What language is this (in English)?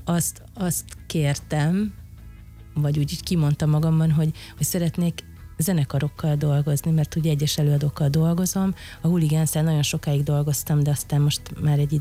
Hungarian